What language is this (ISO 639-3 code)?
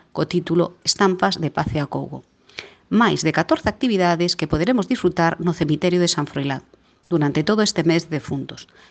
glg